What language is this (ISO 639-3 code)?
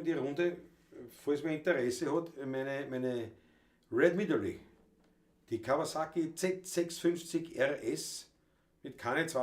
bar